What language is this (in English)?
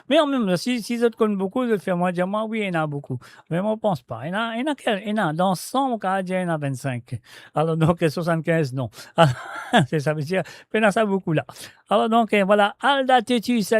Morisyen